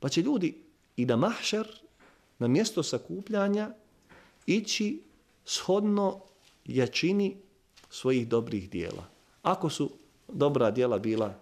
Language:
Bosnian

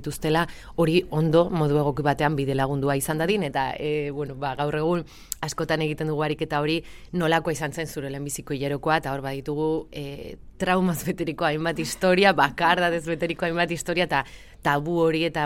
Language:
Basque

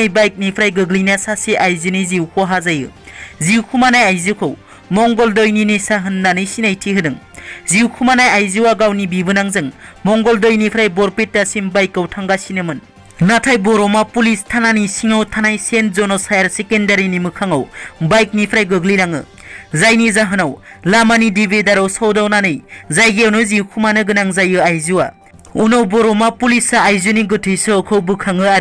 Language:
Bodo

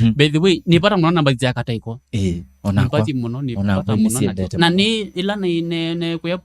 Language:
Kamba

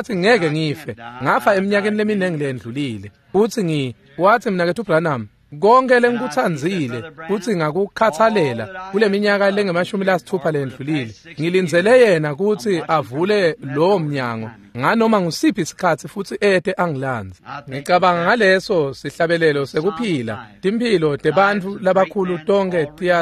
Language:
Swati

